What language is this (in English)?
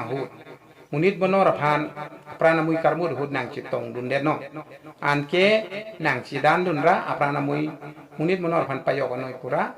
Karbi